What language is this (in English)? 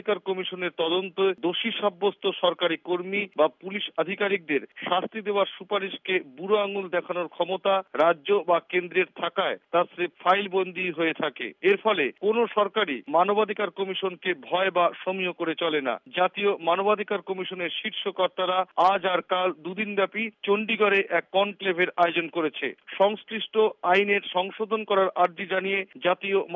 Bangla